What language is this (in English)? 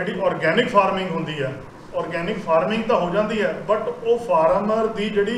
Punjabi